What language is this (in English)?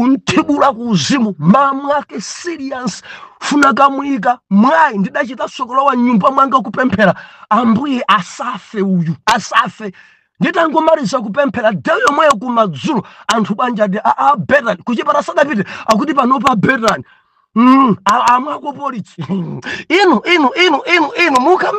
Nyanja